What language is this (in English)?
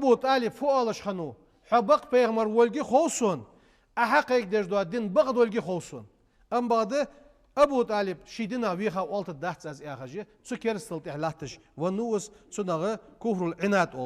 Ingush